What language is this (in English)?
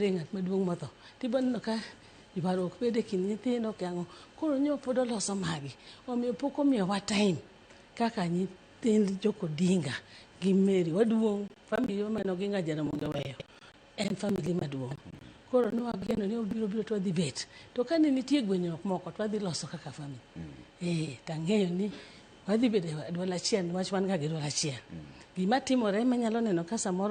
Luo (Kenya and Tanzania)